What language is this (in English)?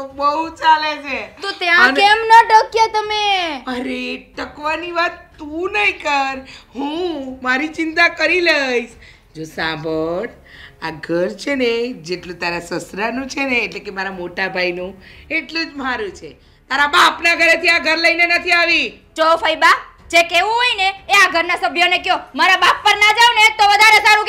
Gujarati